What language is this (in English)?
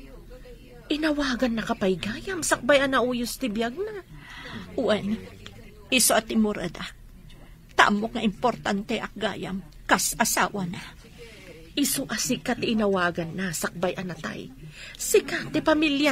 Iloko